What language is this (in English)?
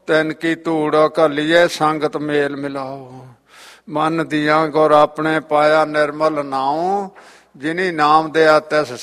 Punjabi